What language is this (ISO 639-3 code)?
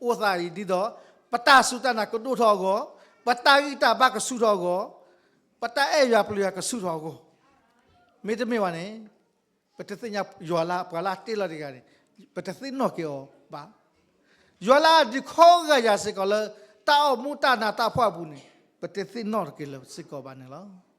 ksw